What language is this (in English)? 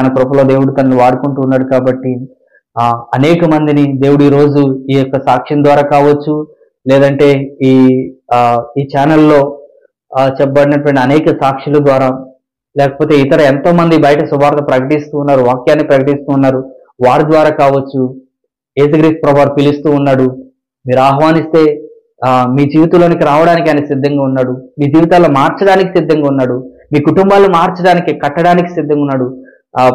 Telugu